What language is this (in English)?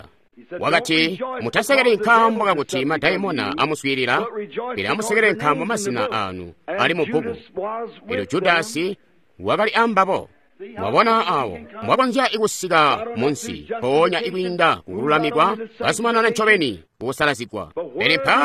Tonga (Zambia)